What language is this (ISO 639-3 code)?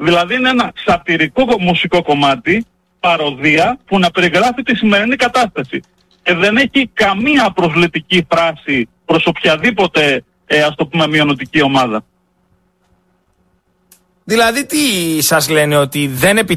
ell